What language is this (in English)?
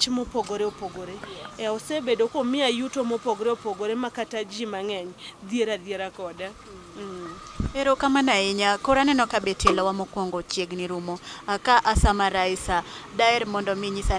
Luo (Kenya and Tanzania)